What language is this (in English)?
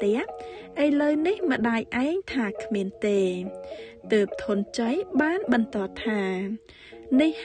Khmer